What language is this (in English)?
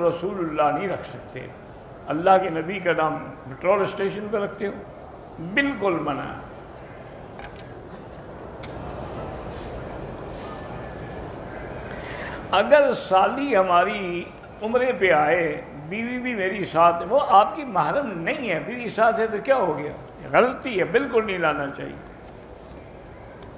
Urdu